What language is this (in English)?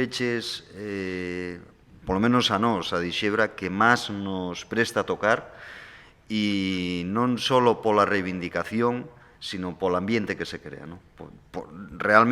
Asturian